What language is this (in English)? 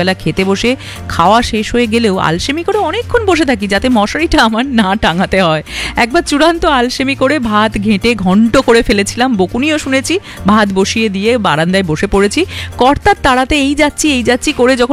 Bangla